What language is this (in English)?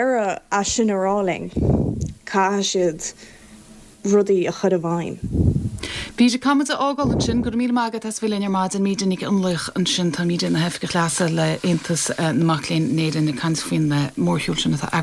Irish